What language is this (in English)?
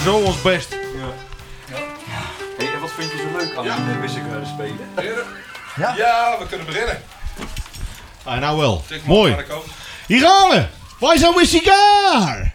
Dutch